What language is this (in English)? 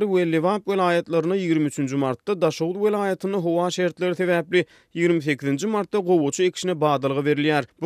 Turkmen